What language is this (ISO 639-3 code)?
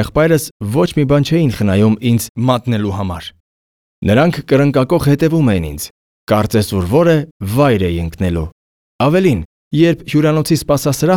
hye